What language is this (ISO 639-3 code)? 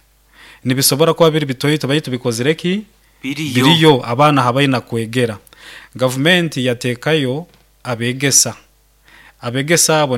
nyo